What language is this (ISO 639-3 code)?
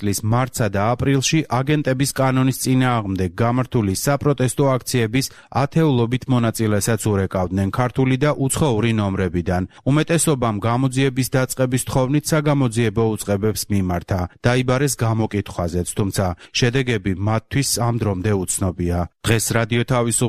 kat